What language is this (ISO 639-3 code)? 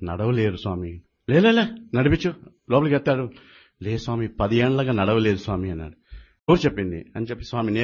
tel